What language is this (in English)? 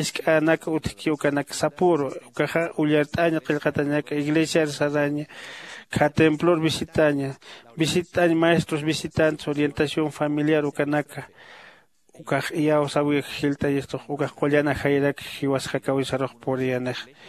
Aymara